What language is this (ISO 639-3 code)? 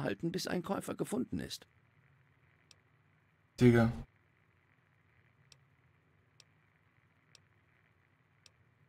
deu